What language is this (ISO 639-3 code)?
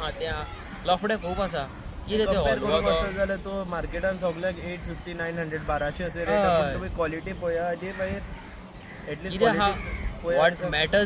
kok